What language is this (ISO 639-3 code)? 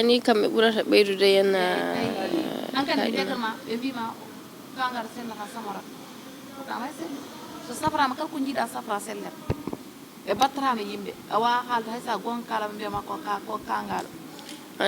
ful